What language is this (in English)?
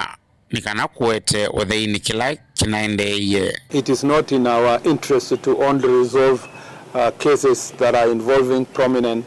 Kamba